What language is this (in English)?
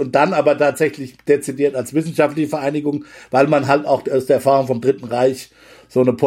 German